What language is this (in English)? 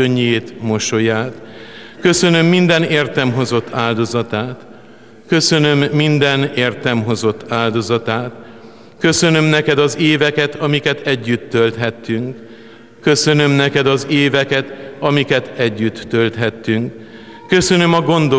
Hungarian